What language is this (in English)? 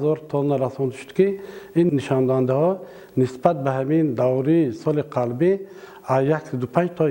Tajik